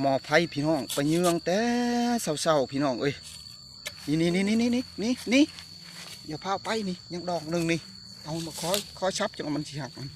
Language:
Northeastern Thai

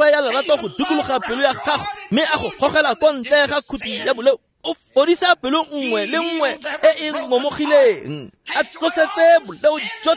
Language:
Tswana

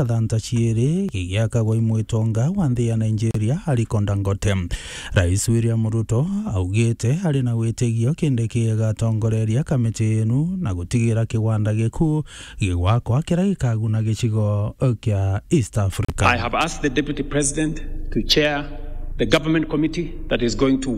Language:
Meru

